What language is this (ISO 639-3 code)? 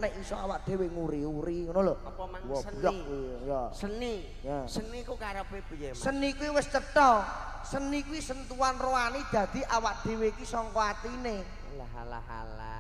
jav